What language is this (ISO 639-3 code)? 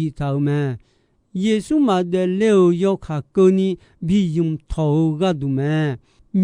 ahk